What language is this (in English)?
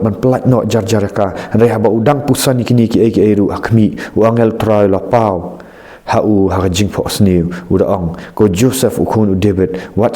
Khasi